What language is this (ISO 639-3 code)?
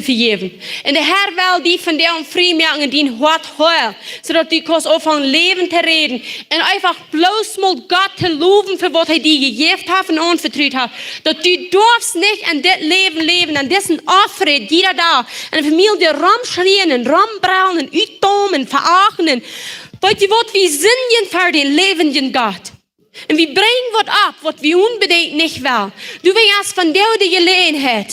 pdt